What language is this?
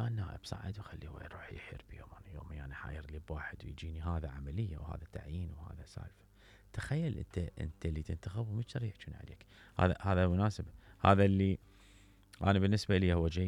Mesopotamian Arabic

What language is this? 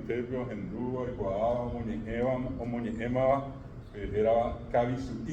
Guarani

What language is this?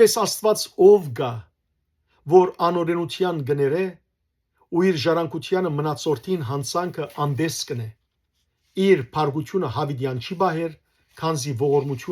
Western Armenian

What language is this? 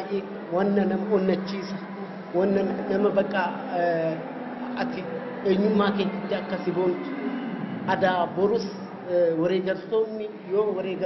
Oromo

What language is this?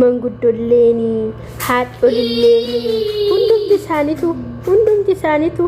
Oromo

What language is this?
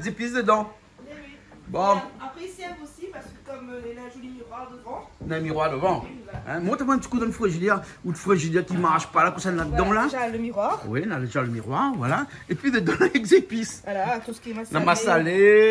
Réunion Creole French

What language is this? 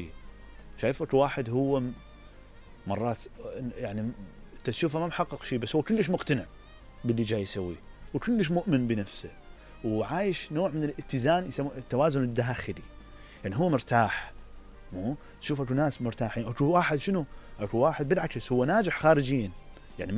Mesopotamian Arabic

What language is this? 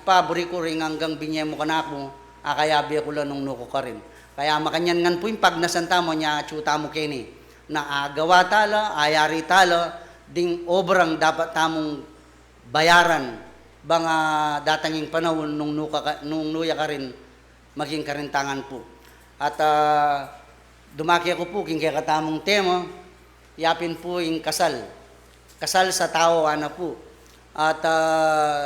Pampanga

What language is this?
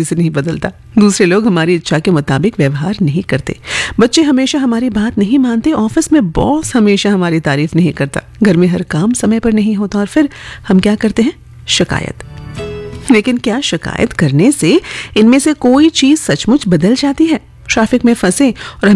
Hindi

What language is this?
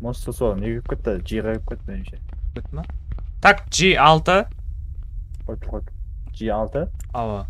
Kara-Kalpak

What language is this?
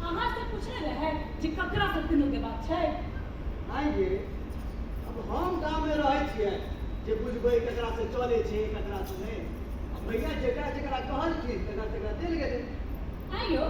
Maithili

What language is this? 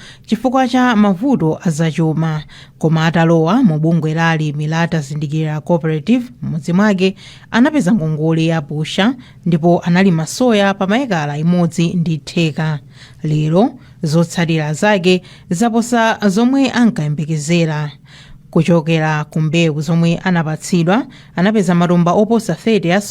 Nyanja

